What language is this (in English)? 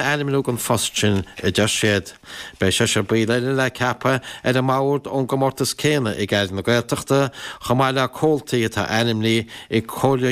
Irish